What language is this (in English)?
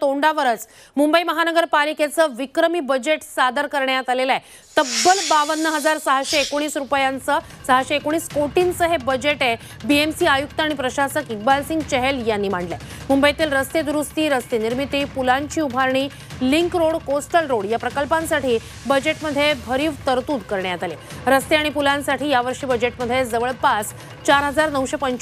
Marathi